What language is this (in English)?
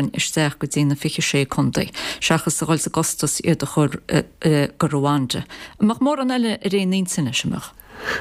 Irish